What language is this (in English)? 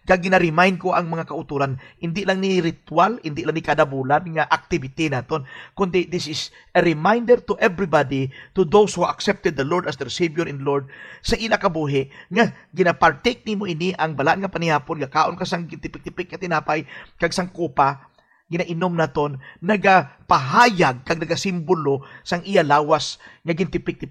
Hiligaynon